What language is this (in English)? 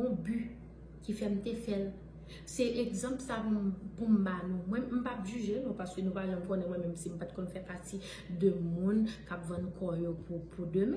Haitian Creole